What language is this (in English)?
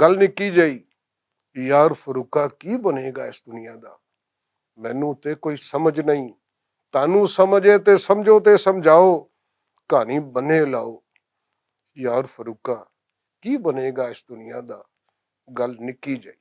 Western Panjabi